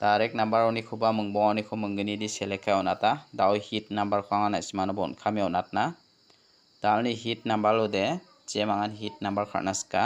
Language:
Garo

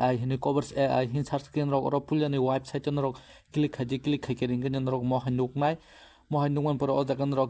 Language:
Kok Borok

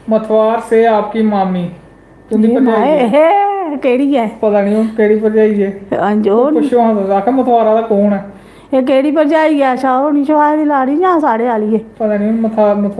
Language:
Dogri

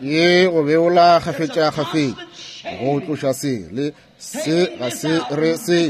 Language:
Northern Sotho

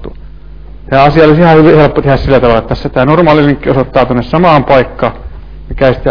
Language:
Finnish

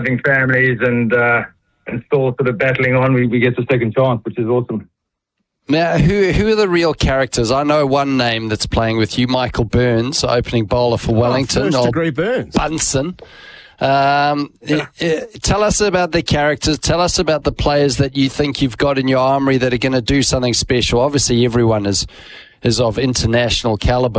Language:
English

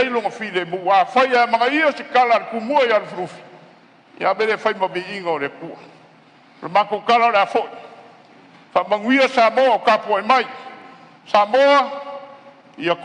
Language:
Samoan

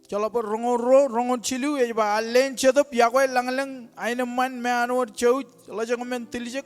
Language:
Marshallese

